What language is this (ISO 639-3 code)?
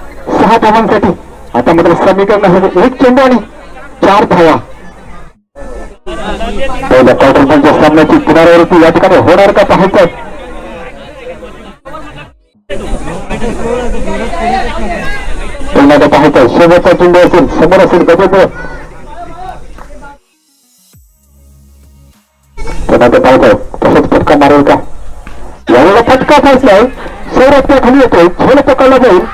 mar